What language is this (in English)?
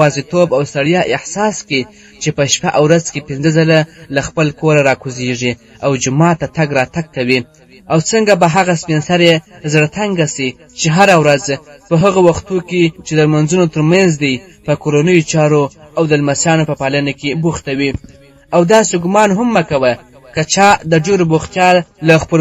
Pashto